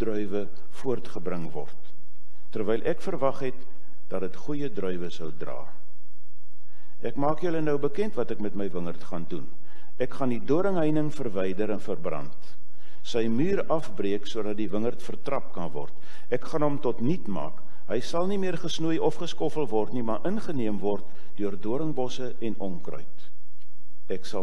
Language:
Afrikaans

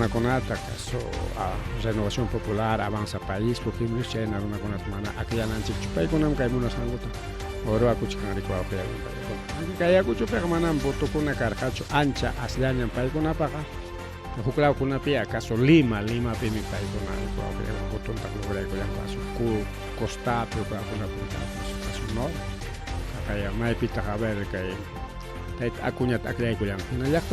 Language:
Ayacucho Quechua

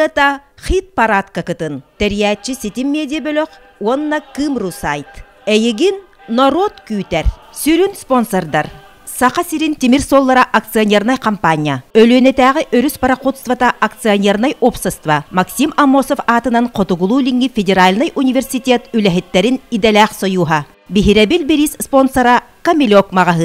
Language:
Yakut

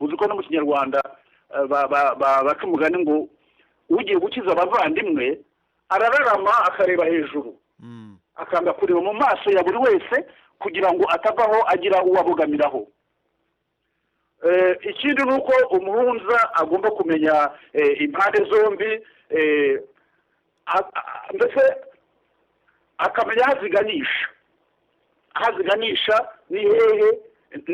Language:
Kinyarwanda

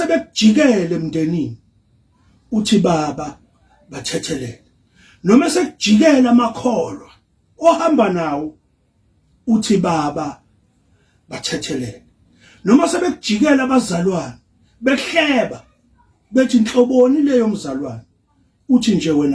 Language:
Zulu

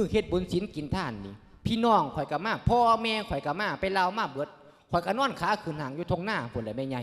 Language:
Lao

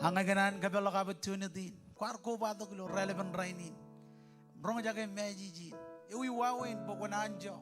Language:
Marshallese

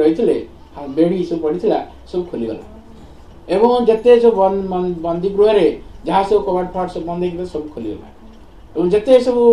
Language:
Odia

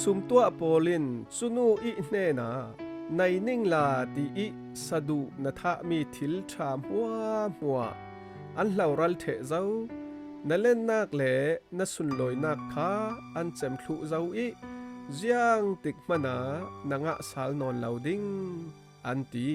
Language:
Falam Chin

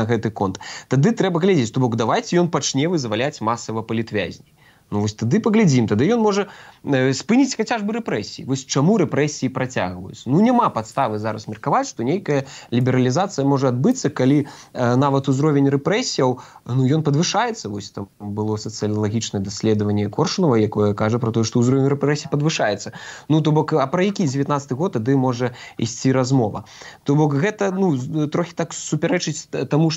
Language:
Belarusian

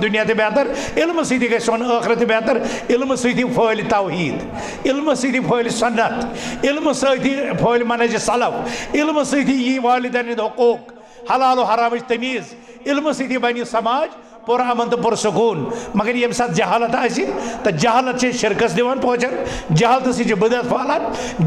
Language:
Kashmiri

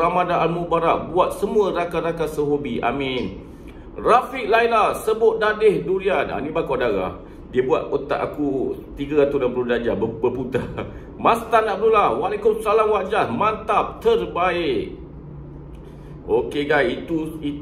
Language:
Malay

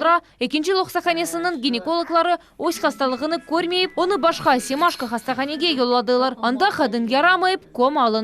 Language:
Crimean Tatar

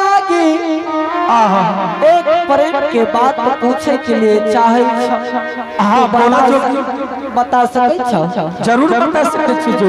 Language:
Angika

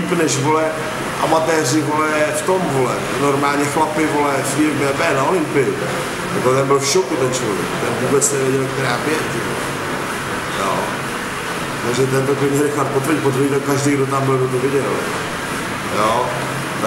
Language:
Czech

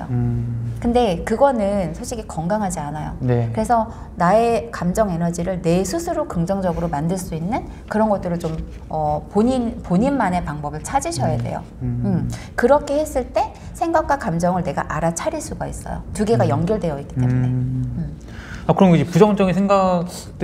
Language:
Korean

